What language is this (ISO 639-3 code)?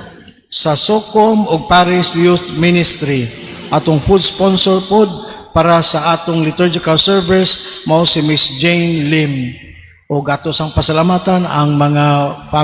ceb